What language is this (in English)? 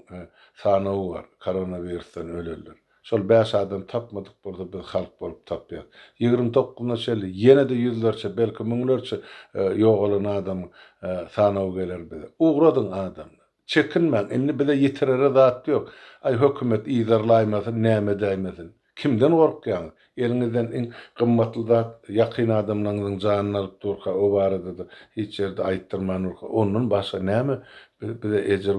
Turkmen